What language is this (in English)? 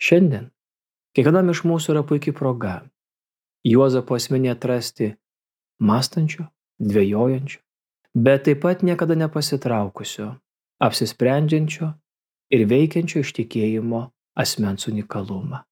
Lithuanian